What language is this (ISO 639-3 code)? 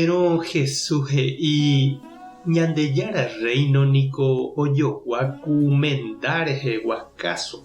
grn